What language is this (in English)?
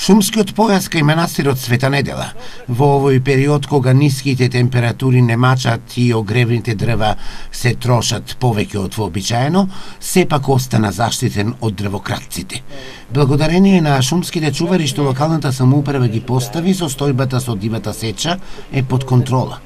Macedonian